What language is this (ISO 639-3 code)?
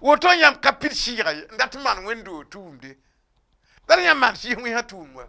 mos